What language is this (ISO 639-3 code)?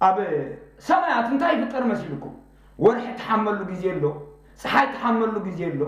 tir